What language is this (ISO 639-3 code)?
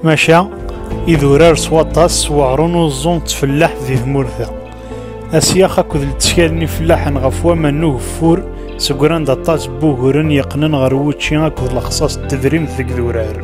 kab